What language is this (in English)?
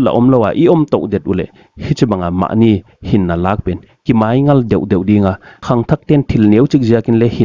Paite Chin